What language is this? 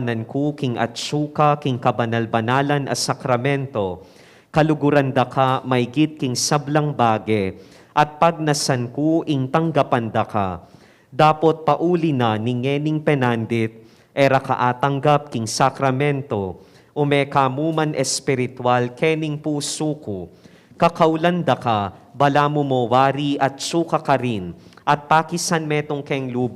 Pampanga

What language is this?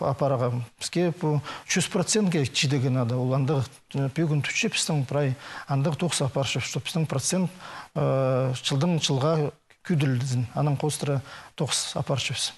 Khakas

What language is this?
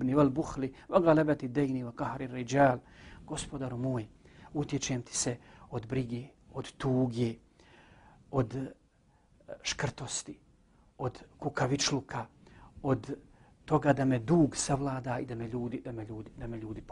Bosnian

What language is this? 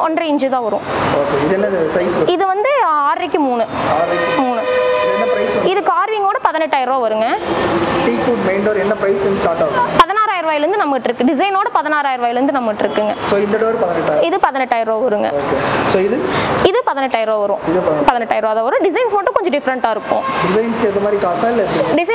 Tamil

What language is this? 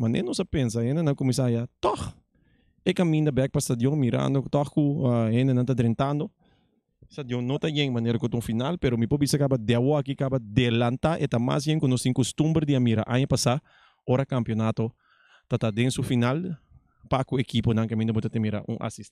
Papiamento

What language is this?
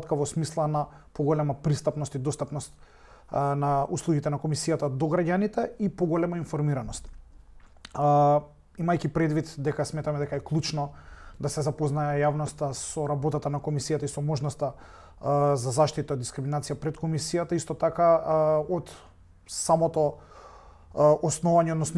Macedonian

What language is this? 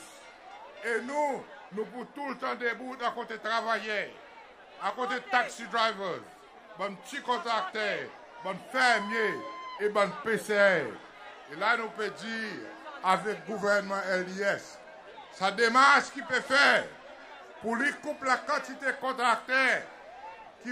Seselwa Creole French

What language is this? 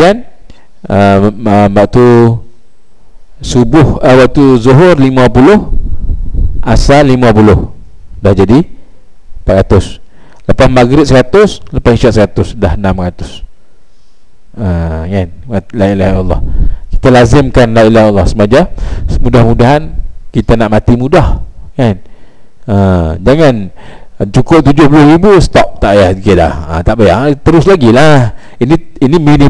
Malay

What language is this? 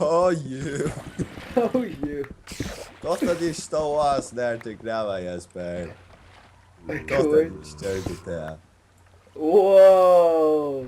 Faroese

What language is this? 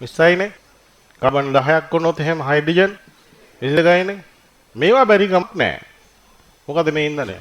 Sinhala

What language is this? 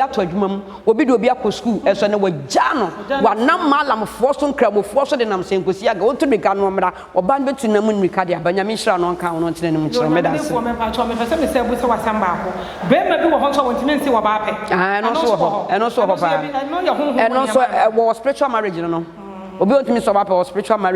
Akan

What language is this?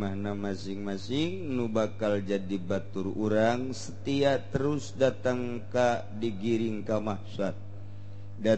Sundanese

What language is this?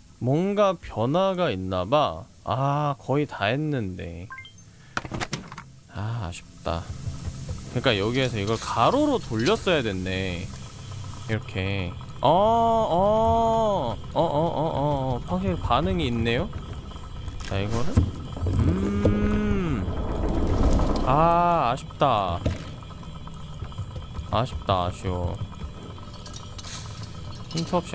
Korean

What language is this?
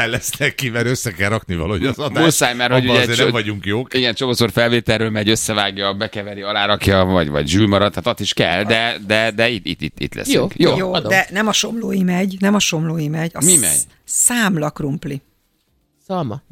Hungarian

